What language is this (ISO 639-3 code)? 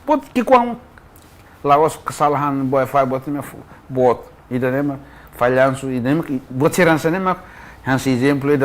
tet